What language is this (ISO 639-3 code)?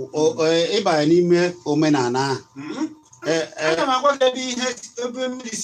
ibo